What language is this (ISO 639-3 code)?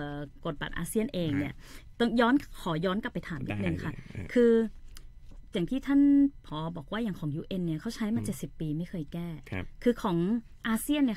tha